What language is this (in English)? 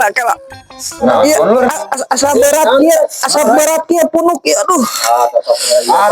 Sundanese